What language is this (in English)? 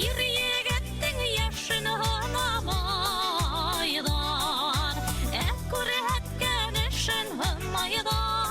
Bashkir